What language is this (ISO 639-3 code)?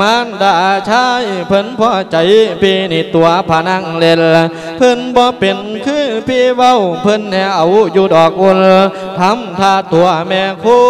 lao